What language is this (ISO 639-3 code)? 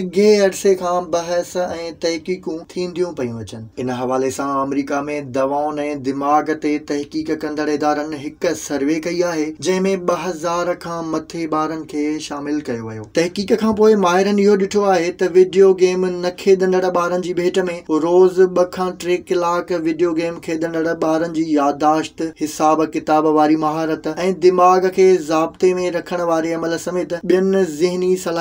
snd